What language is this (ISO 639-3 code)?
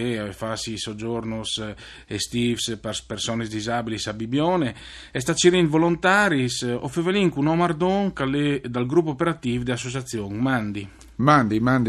fur